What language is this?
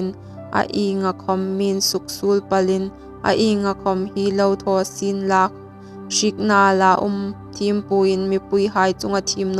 Hmar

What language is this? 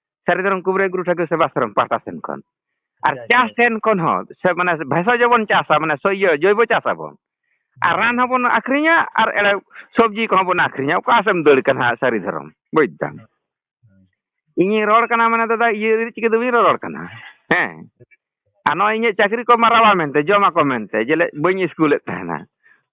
Santali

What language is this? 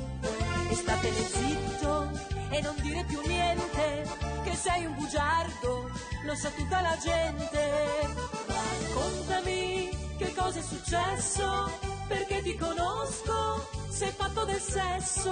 Italian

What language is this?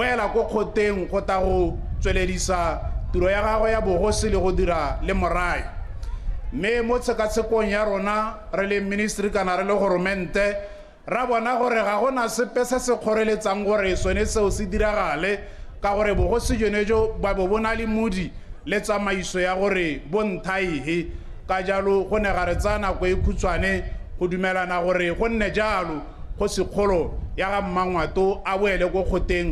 Tswana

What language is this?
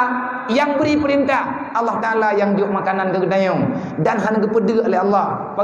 Achinese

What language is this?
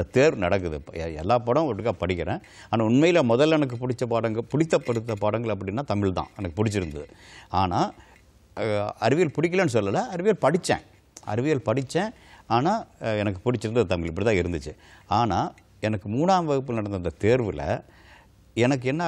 Tamil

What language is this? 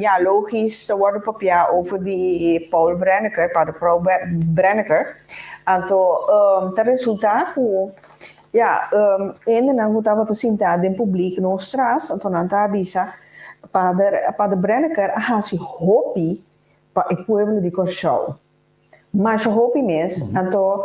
Papiamento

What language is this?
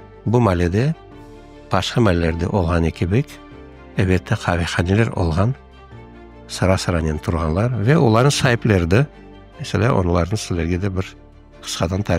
Crimean Tatar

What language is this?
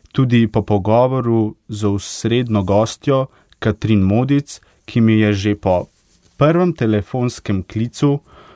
Slovenian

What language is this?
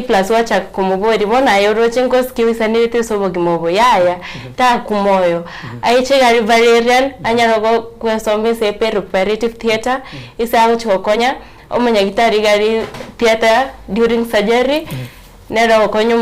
Gusii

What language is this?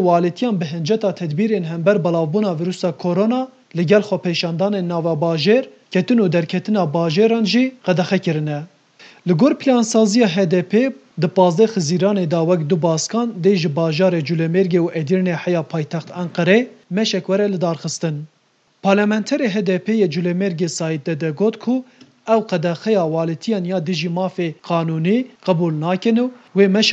Kurdish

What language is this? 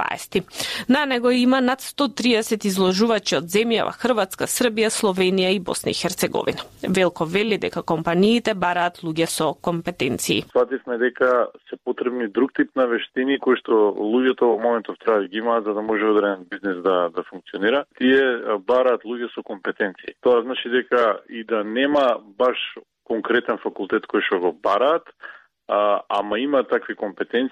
Macedonian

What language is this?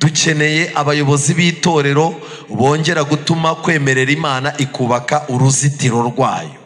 Kinyarwanda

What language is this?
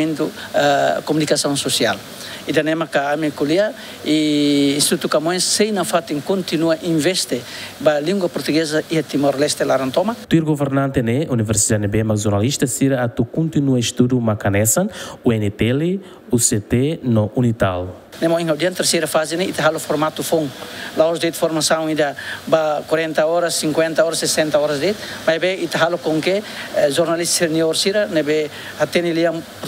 Tetum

